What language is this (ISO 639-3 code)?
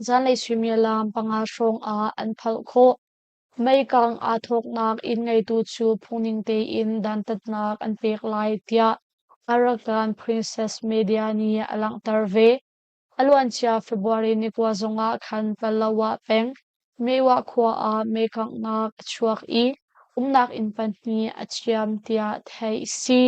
cnh